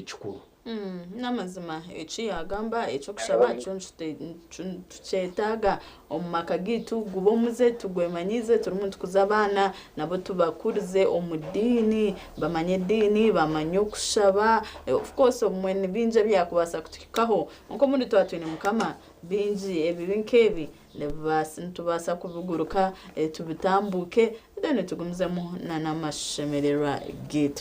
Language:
Nyankole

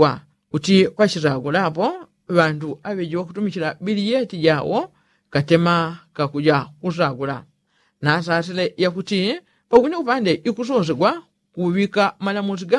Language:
Yao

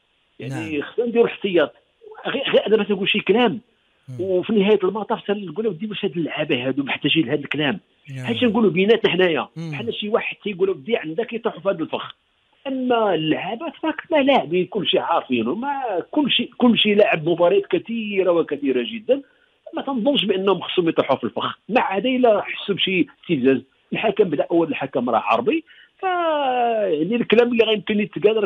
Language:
Moroccan Arabic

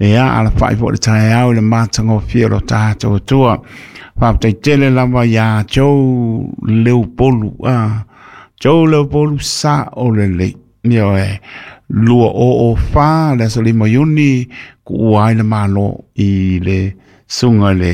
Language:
Samoan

